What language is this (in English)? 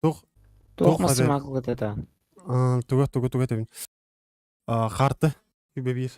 Yakut